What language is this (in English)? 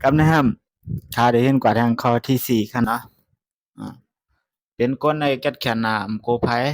Shan